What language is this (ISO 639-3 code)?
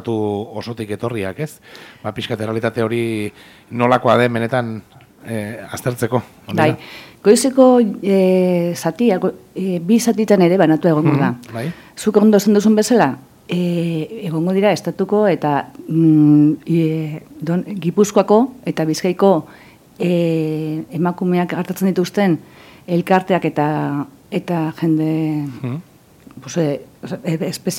eus